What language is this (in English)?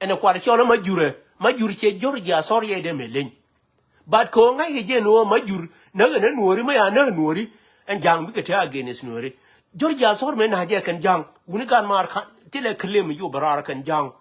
Nuer